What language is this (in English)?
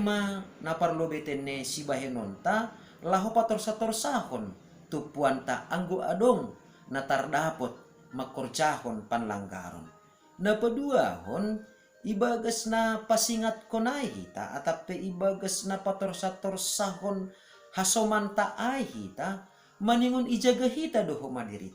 Batak Simalungun